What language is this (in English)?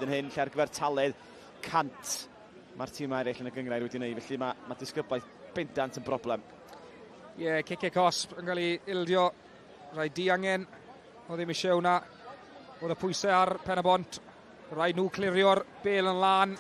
Welsh